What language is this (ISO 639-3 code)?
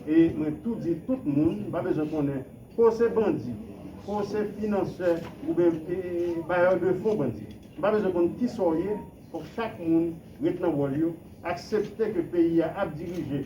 hat